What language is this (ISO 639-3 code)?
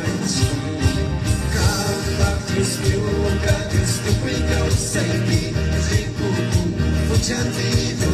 qvi